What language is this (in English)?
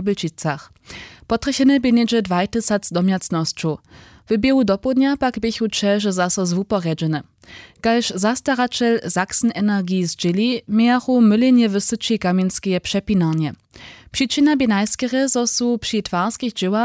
Upper Sorbian